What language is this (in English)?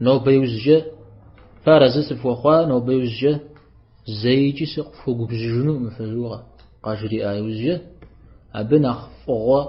Kabardian